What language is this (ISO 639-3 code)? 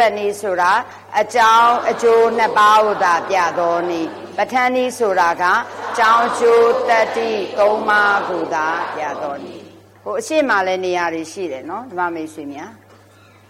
mya